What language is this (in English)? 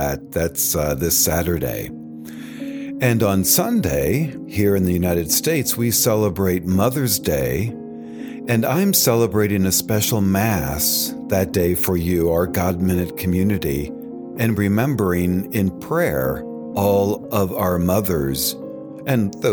English